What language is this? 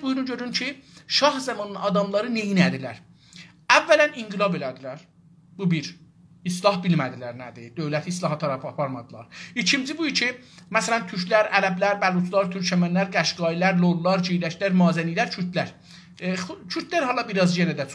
South Azerbaijani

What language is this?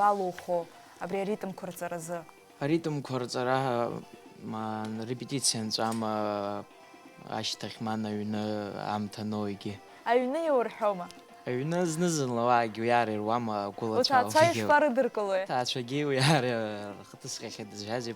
Abkhazian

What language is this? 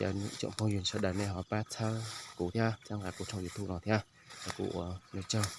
Hmong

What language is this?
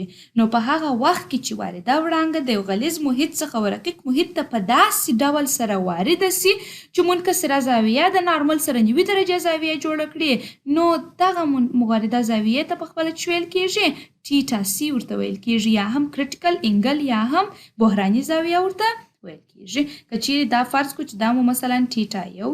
Pashto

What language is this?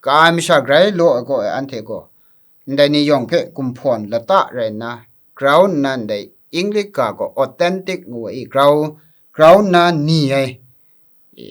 Kachin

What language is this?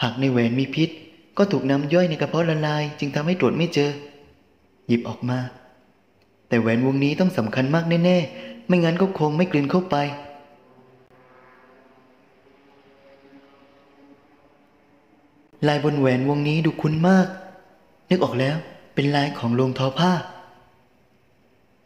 Thai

